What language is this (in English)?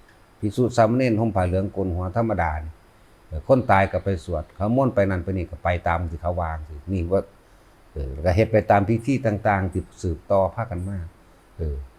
Lao